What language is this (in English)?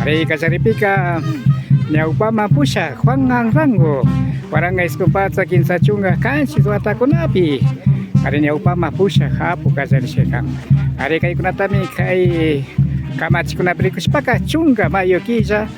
Imbabura Highland Quichua